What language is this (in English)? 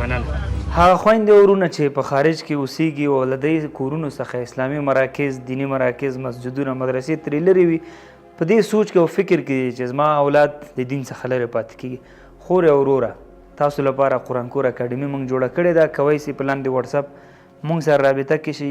Pashto